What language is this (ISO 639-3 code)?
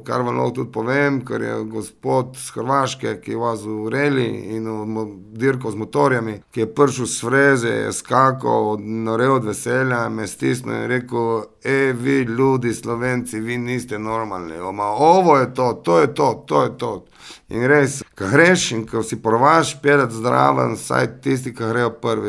slv